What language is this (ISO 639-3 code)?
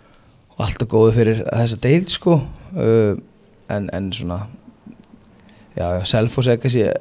isl